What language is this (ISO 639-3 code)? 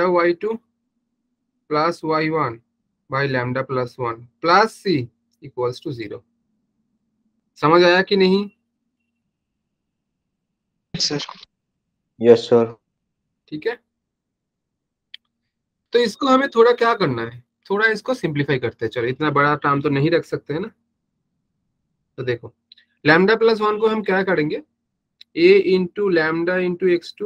hin